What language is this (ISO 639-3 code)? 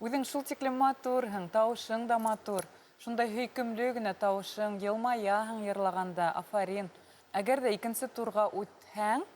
bak